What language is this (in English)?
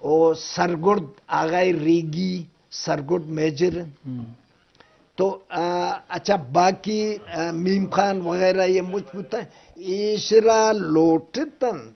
Eastern Balochi